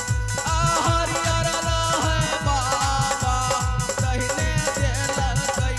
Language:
Maithili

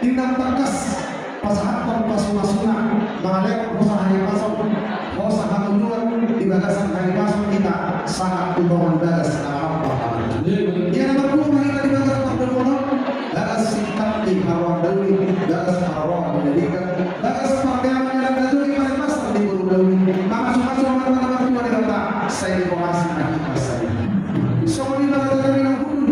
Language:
Batak Toba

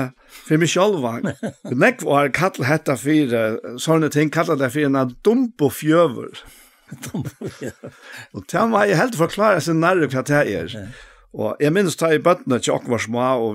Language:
Faroese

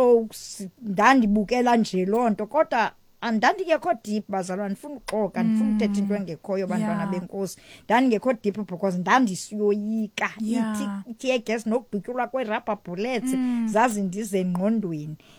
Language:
Xhosa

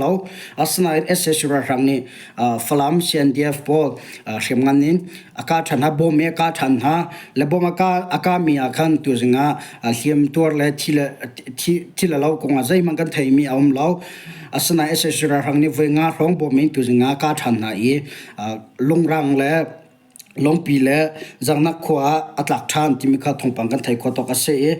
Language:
Hakha Chin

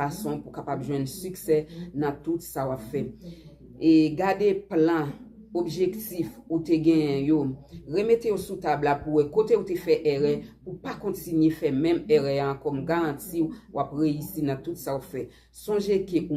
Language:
Haitian Creole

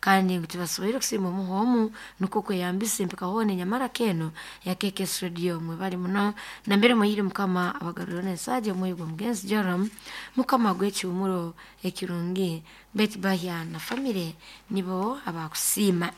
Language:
Nyoro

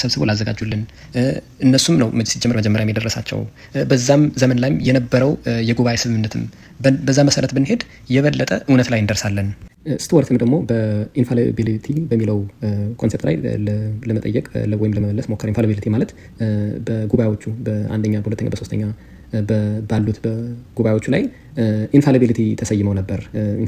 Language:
Amharic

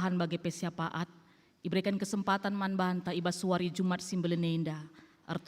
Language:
Batak Karo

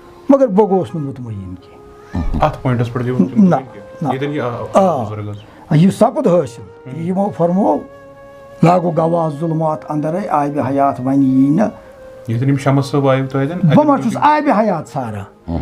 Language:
Kashmiri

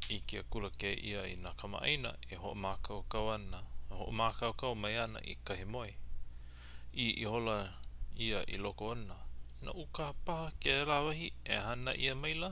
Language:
Hawaiian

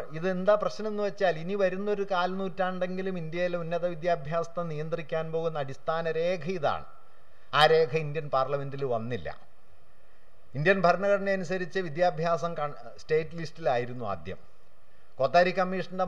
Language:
Malayalam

